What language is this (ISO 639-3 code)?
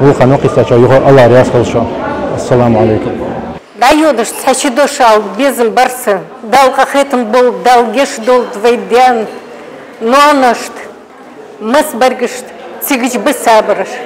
inh